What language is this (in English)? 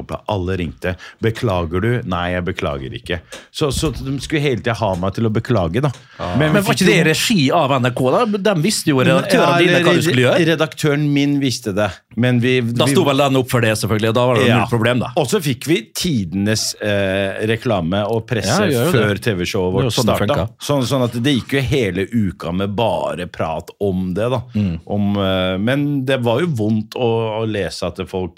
Norwegian